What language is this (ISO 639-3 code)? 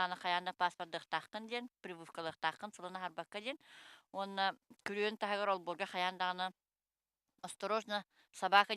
sah